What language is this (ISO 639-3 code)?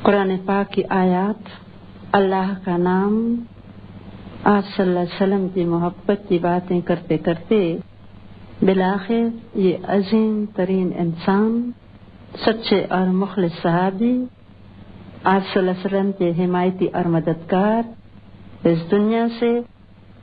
urd